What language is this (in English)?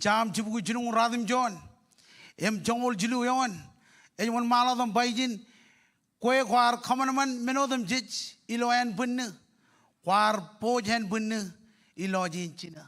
Marshallese